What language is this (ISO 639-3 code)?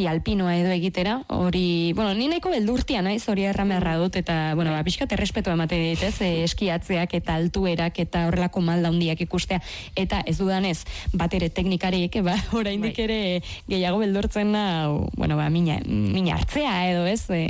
eus